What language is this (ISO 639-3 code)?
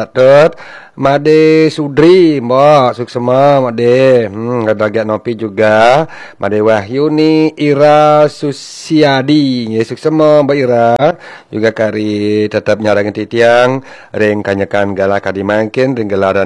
ban